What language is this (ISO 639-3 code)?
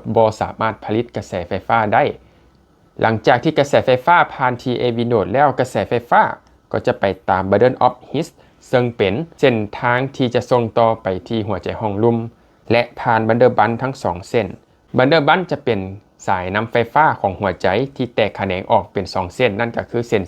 lao